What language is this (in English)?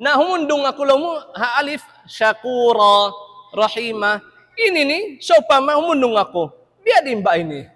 Tausug